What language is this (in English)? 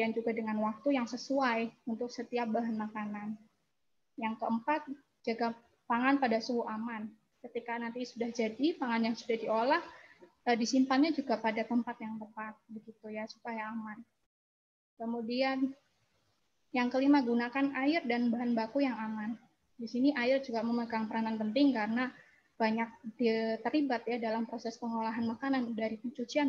Indonesian